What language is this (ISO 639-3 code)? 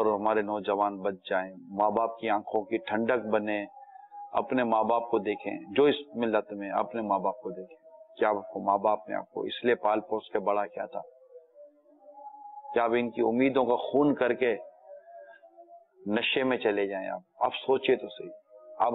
urd